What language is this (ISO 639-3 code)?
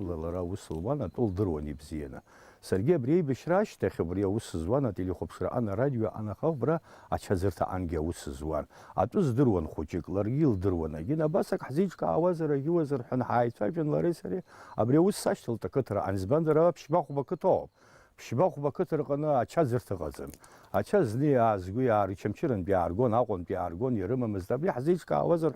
abk